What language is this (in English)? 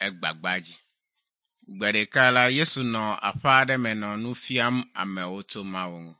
Ewe